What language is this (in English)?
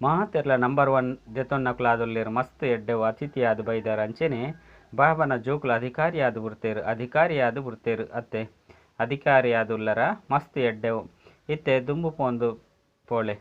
Tulu